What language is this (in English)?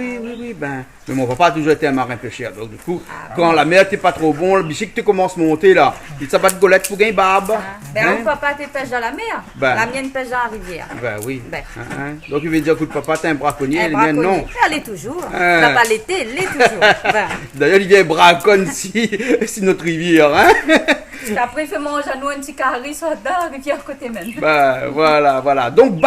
Réunion Creole French